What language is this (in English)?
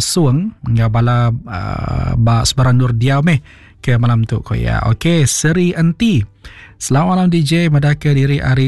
Iban